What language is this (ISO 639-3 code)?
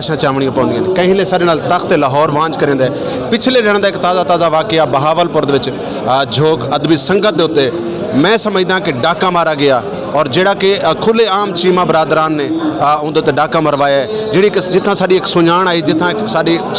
skr